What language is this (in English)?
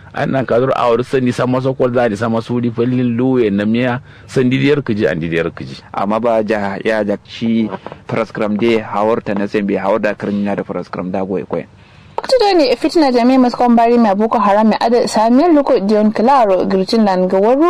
Kanuri